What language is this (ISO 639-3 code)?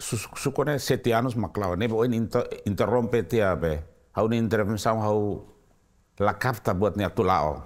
tet